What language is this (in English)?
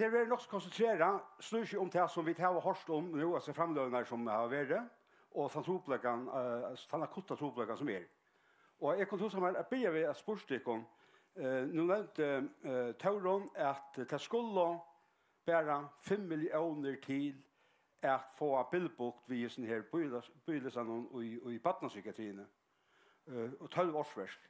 Faroese